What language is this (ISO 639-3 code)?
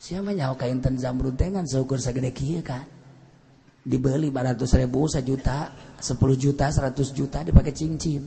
sun